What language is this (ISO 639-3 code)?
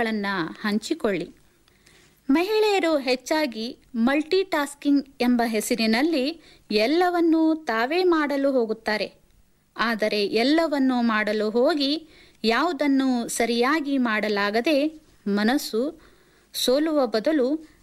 kan